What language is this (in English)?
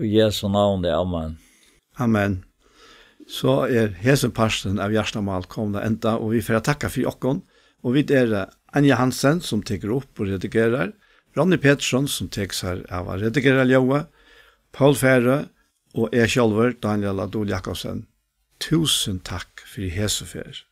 Faroese